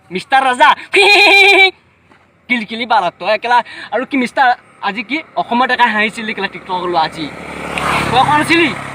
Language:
Assamese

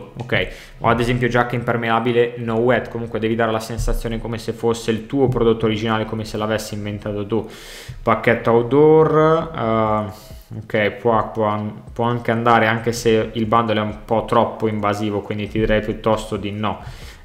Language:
Italian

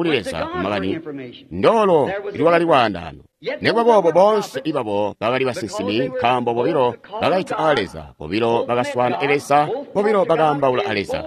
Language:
Tonga (Zambia)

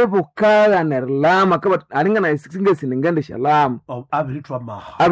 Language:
Nande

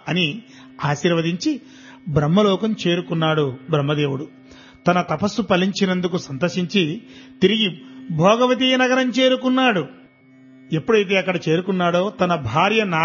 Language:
Telugu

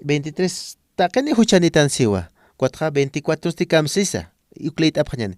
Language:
Aymara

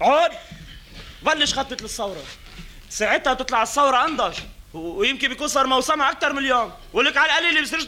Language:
North Levantine Arabic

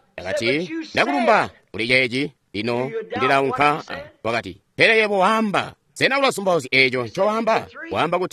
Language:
Tonga (Zambia)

